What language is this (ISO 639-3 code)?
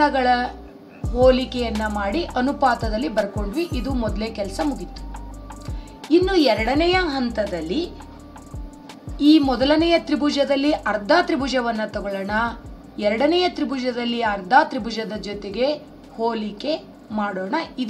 kan